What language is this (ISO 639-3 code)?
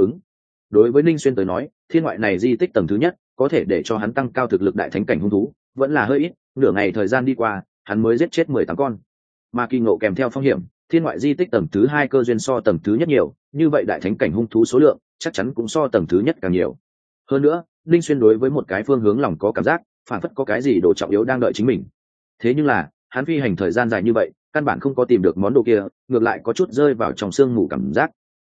vie